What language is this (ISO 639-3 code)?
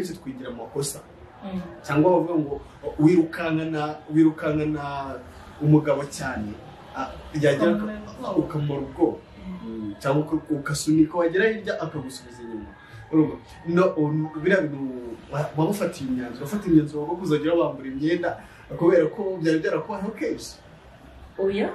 kin